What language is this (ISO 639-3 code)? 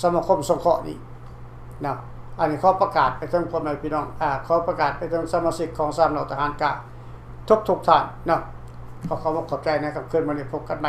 lao